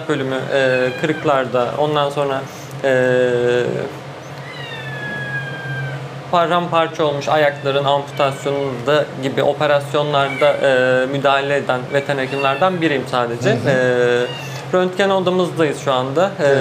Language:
Turkish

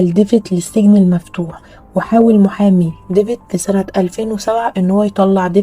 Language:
Egyptian Arabic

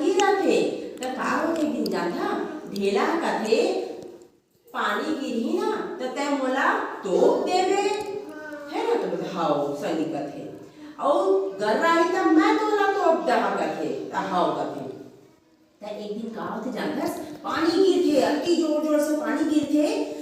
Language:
Chhattisgarhi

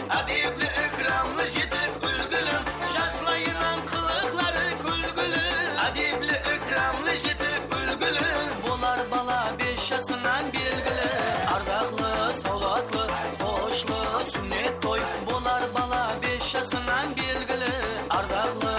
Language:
Kara-Kalpak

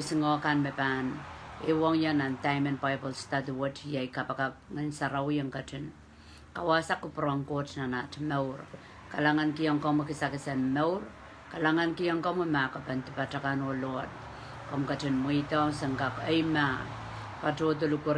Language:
Pohnpeian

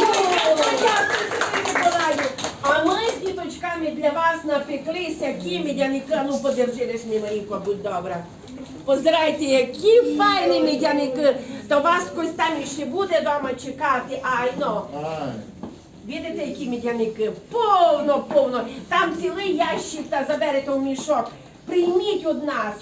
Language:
Rusyn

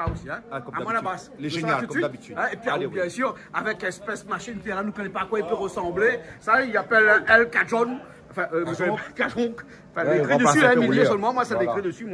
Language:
Réunion Creole French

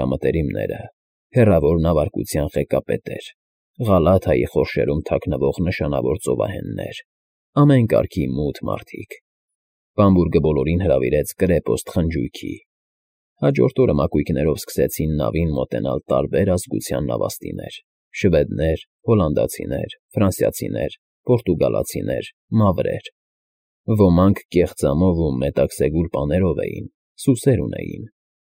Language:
Armenian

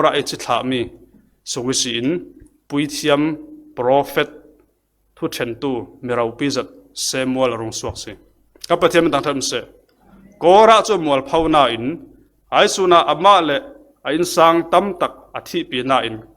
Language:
Falam Chin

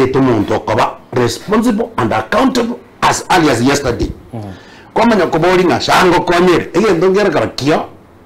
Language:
Gusii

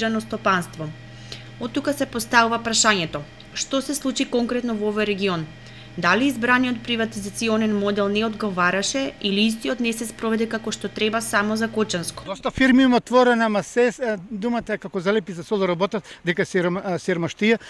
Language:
Macedonian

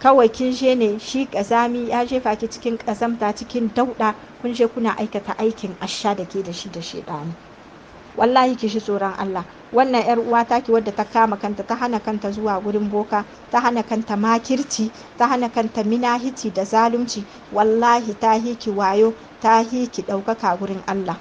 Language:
Hausa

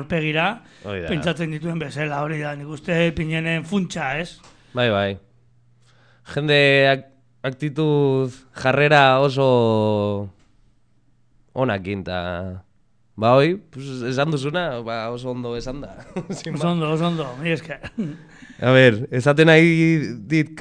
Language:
Basque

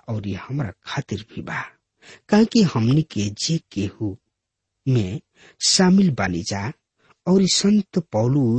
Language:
Bhojpuri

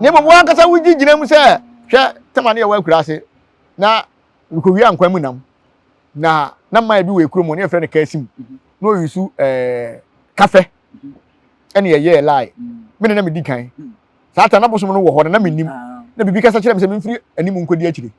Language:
Akan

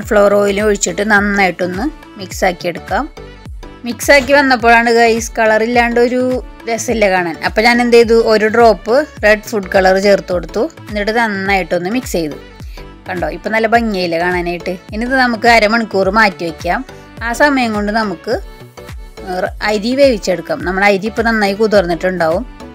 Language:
Malayalam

